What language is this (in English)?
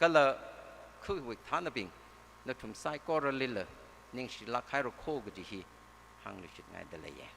Tangkhul Naga (India)